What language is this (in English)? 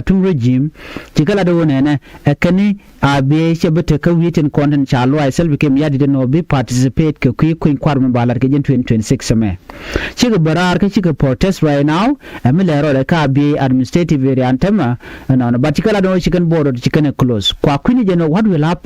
Nuer